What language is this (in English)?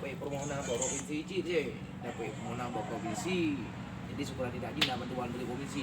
Achinese